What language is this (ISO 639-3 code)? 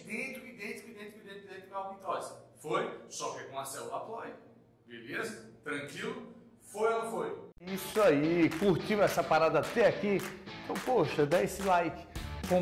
por